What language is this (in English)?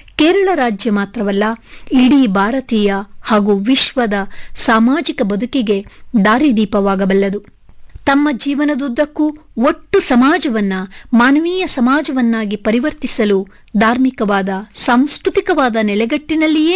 Kannada